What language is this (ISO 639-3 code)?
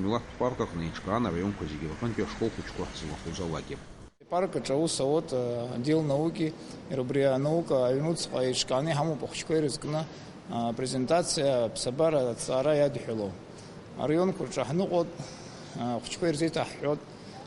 abk